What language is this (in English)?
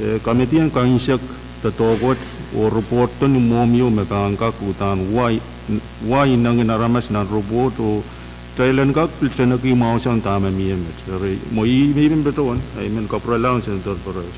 Pohnpeian